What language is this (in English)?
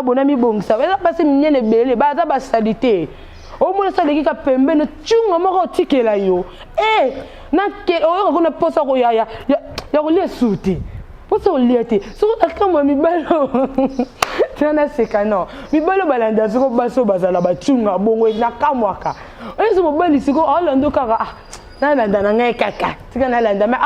Lingala